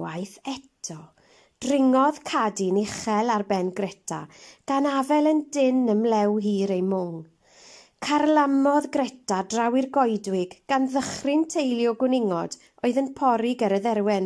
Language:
Welsh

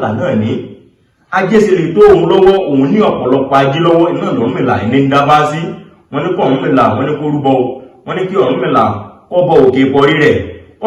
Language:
Yoruba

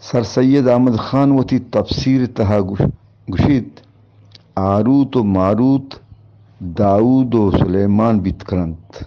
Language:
Eastern Balochi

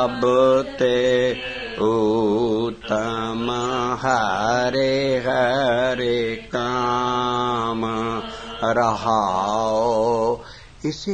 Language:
Punjabi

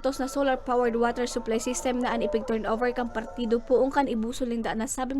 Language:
Bikol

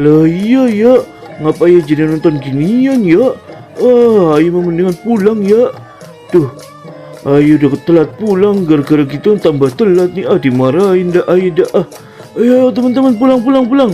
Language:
Betawi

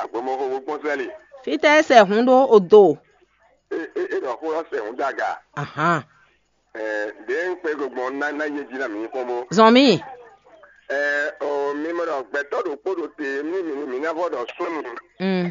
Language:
Fon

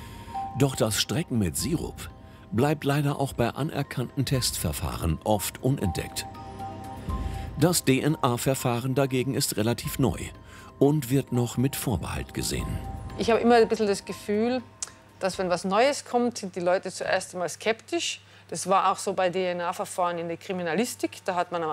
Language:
German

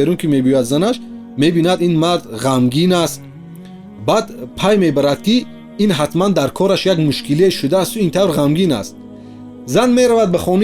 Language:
Tajik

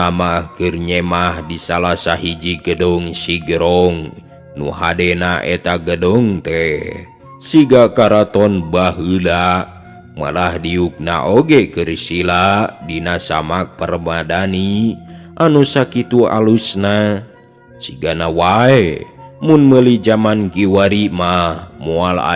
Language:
Sundanese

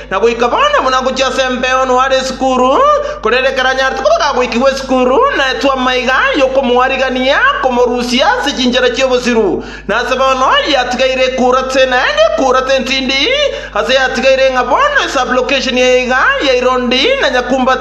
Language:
Gusii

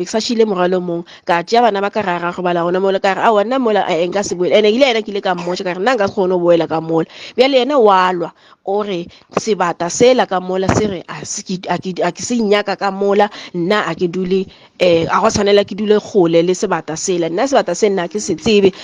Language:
Northern Sotho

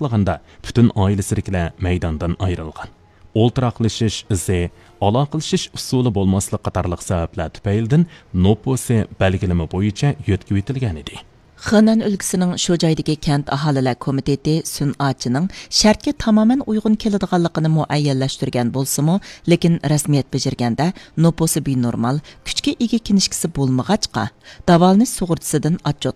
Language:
Uyghur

